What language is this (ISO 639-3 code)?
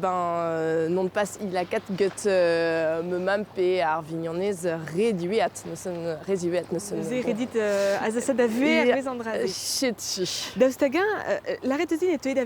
bre